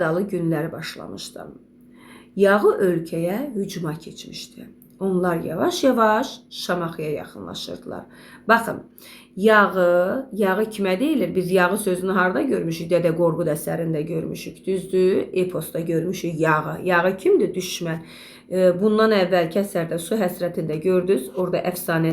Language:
Azerbaijani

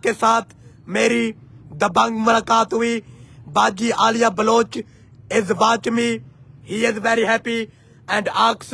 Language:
Saraiki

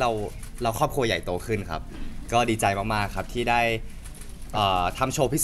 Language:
Thai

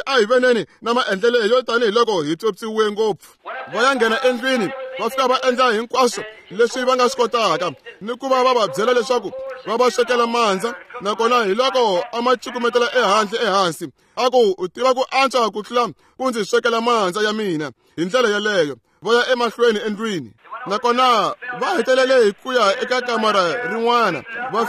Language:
Tsonga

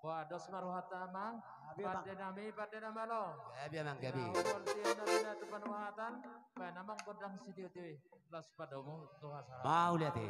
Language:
Batak Toba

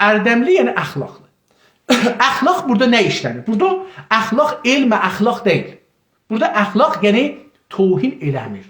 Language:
South Azerbaijani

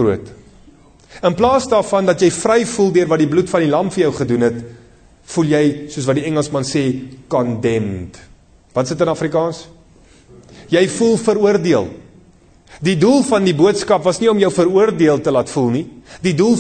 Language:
Afrikaans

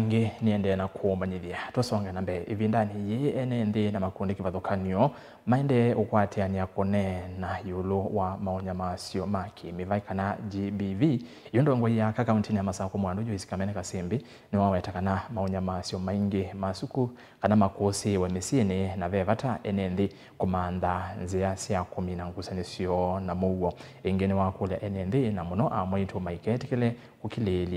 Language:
Kamba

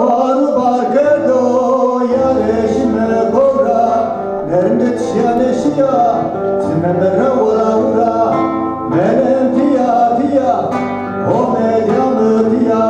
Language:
Zaza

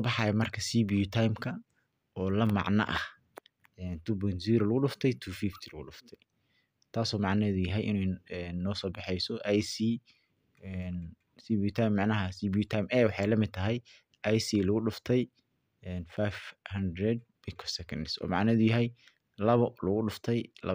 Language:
Somali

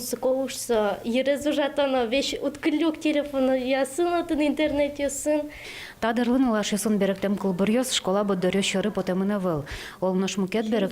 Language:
Udmurt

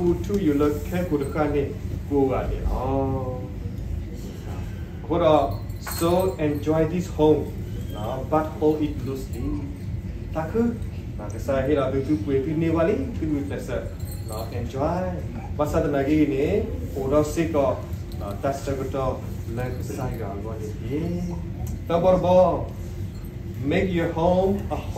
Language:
S'gaw Karen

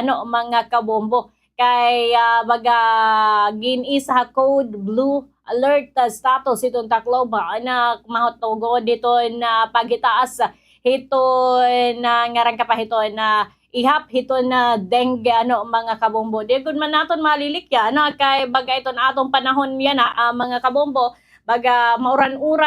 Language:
Waray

